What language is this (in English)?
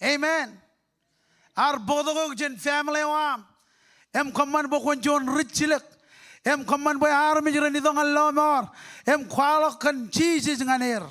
Marshallese